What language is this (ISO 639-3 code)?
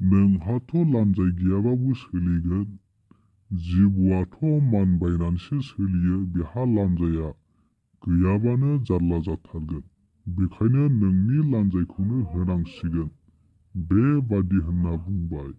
brx